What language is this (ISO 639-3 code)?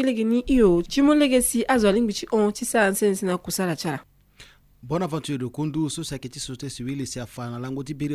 sag